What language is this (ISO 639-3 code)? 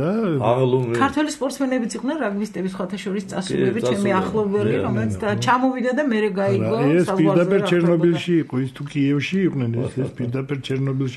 kat